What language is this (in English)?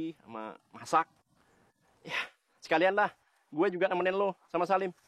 Betawi